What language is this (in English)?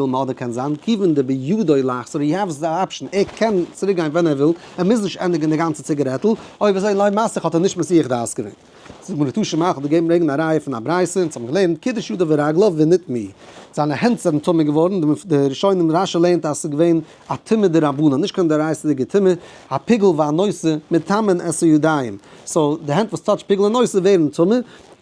Yiddish